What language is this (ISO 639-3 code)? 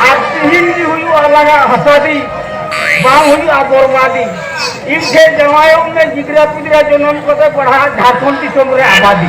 sat